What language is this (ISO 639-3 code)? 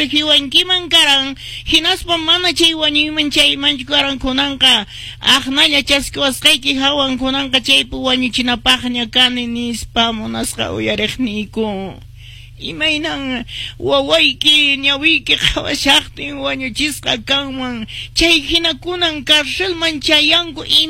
que